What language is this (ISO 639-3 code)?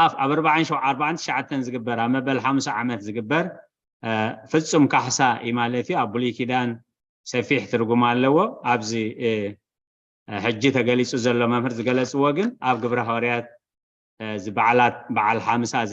tir